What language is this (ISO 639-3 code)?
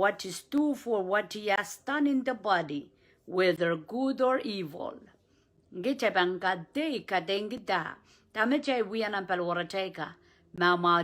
pon